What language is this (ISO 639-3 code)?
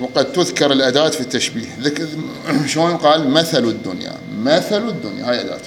acm